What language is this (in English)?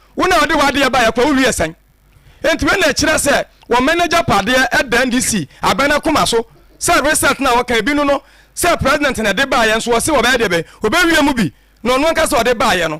Akan